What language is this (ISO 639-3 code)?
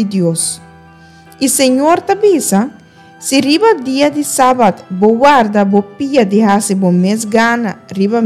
pap